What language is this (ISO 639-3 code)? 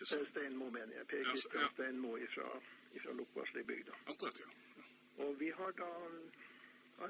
nor